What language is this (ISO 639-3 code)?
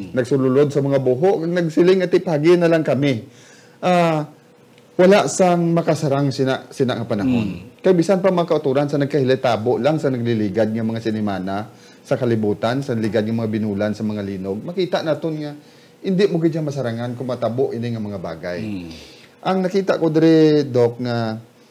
hil